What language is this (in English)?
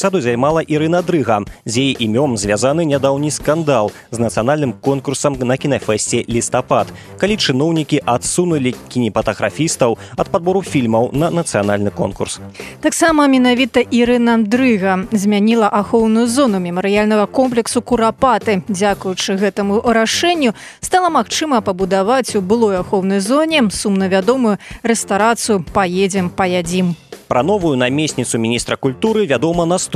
Belarusian